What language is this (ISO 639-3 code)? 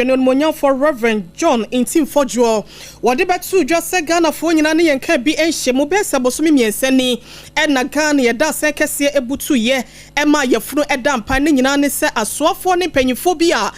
aka